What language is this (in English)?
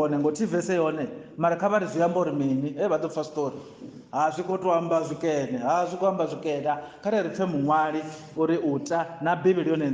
Venda